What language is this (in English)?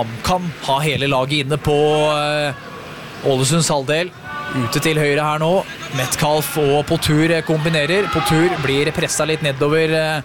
Norwegian